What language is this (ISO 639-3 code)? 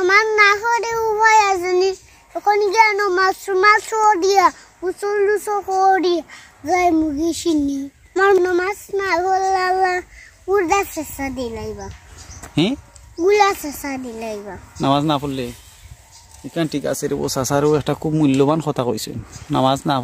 syl